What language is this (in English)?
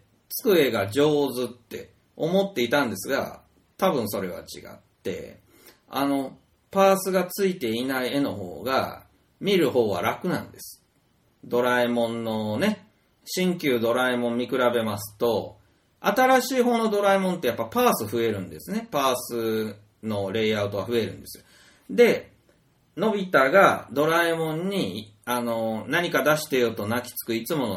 Japanese